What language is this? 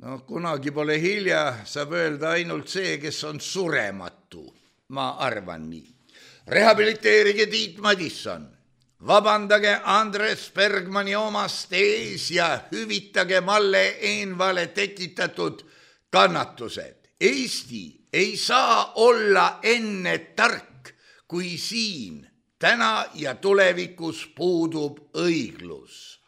Estonian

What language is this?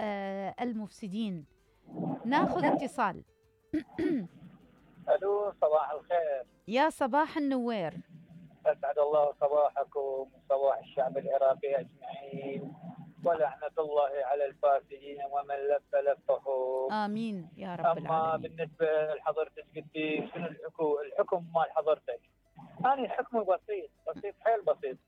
Mesopotamian Arabic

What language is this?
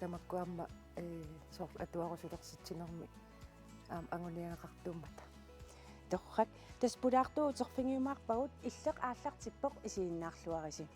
Kalaallisut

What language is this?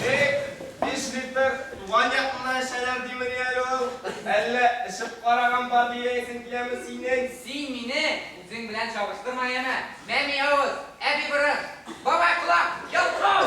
Tatar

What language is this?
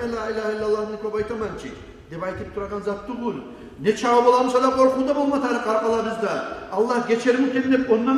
Kumyk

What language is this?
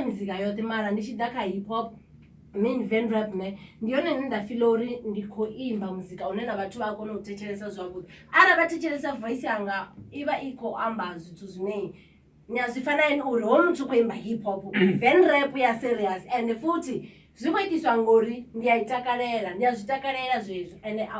Venda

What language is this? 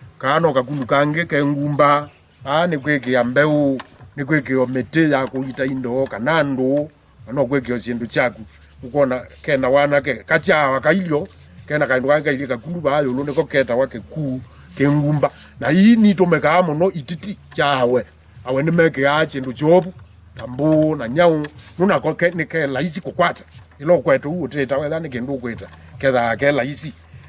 Kamba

